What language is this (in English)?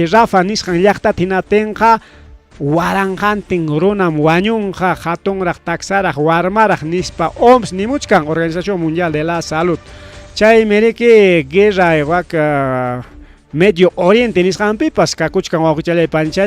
Ayacucho Quechua